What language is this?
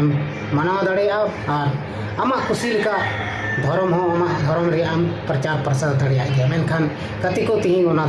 Santali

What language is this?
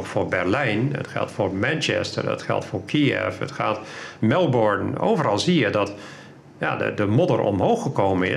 Dutch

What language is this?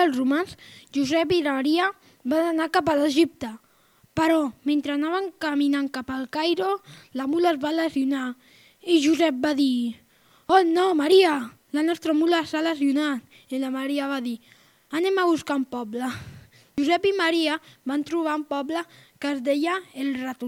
Catalan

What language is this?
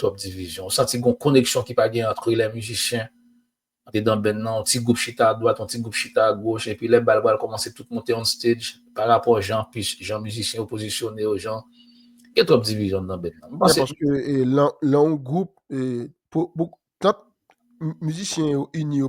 Haitian Creole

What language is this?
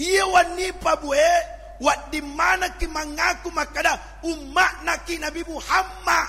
Buginese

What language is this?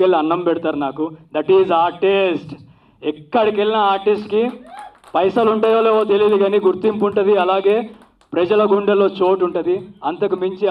Telugu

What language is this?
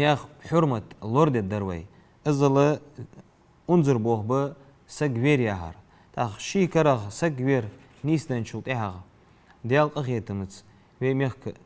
Ingush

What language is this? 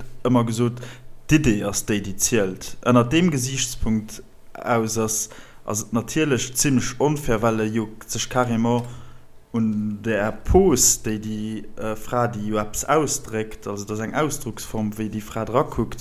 Luxembourgish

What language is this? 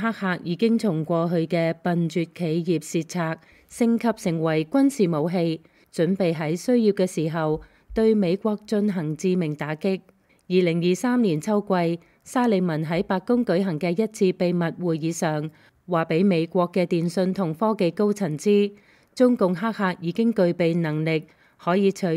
Cantonese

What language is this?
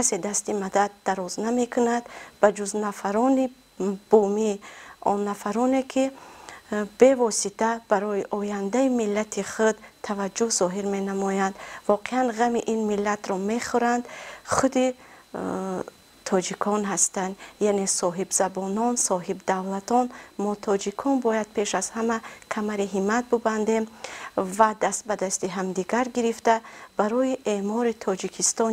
Tajik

